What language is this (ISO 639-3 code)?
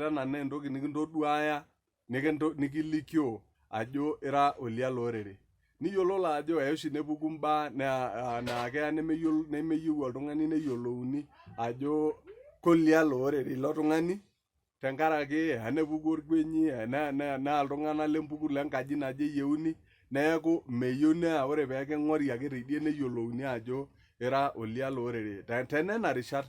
mas